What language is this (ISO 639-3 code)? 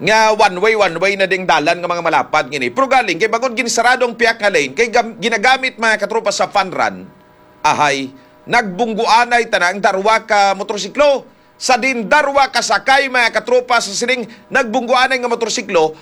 hil